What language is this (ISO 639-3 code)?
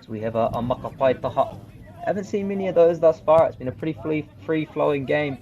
mri